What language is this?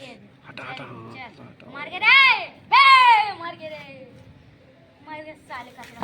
Chhattisgarhi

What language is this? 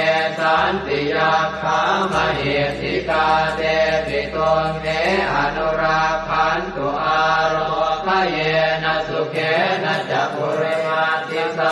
Pali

